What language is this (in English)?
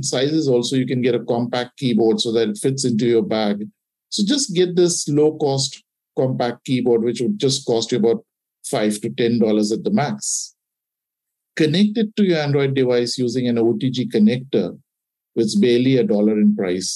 English